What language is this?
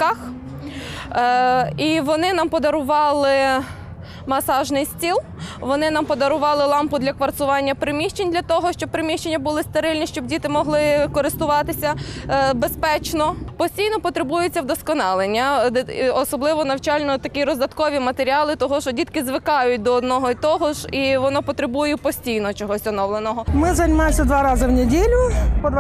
Ukrainian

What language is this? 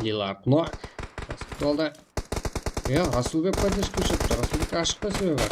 Kara-Kalpak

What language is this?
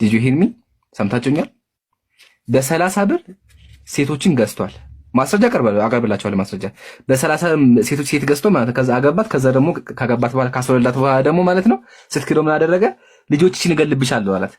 Amharic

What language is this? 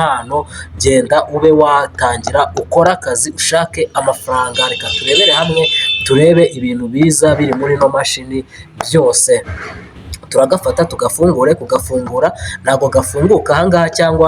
Kinyarwanda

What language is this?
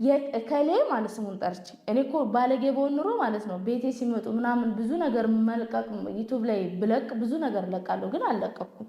Amharic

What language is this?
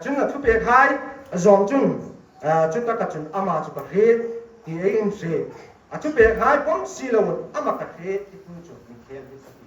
Hmar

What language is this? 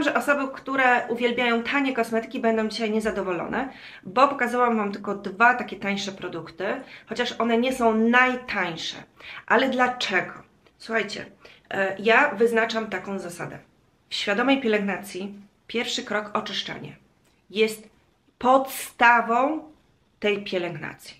Polish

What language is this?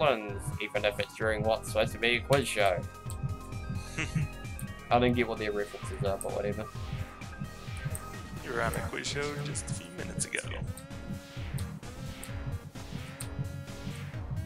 English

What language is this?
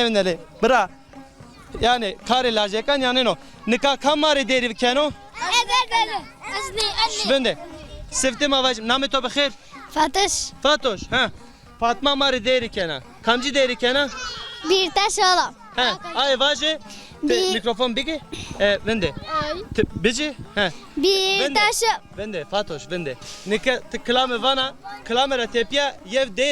Zaza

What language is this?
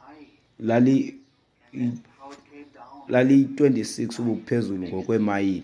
Xhosa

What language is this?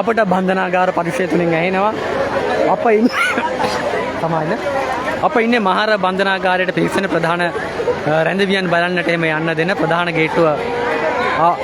Sinhala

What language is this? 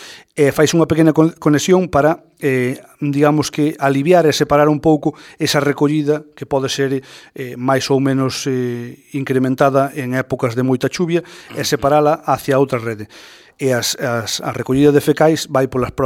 Galician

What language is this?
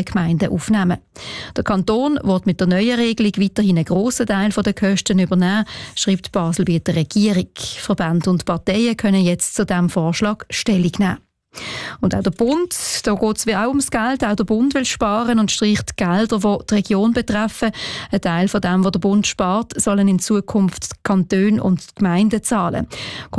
German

